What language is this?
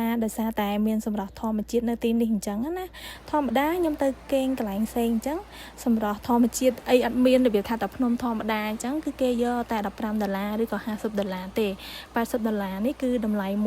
Khmer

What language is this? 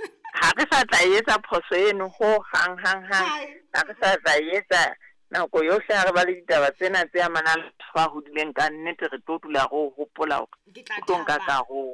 Southern Sotho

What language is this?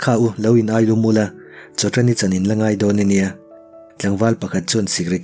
Mizo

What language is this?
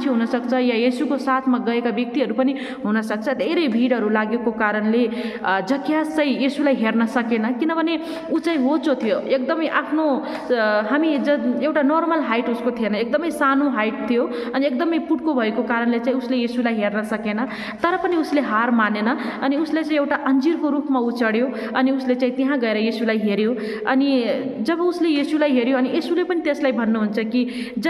Nepali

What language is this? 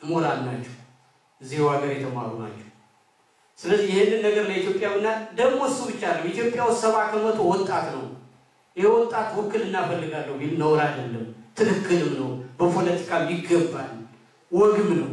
Amharic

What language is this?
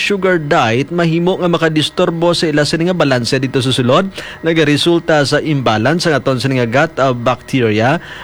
Hiligaynon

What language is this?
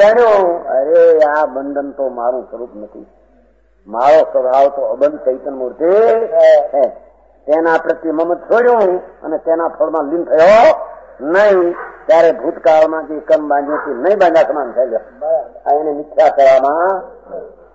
Gujarati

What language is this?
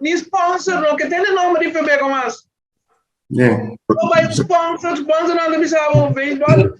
Papiamento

